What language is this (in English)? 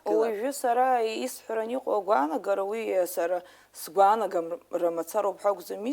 Abkhazian